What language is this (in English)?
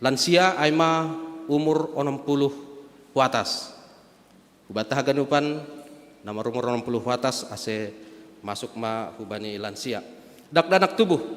Batak Simalungun